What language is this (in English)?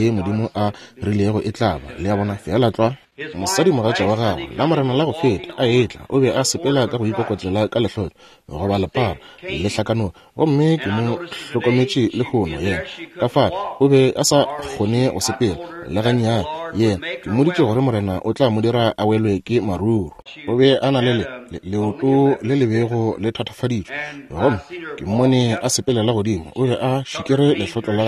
Northern Sotho